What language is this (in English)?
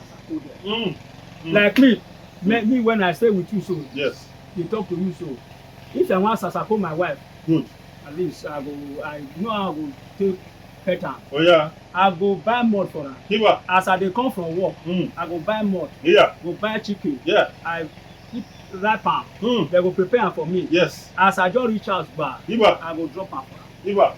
Nigerian Pidgin